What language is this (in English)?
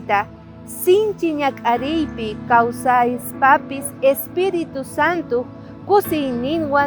South Bolivian Quechua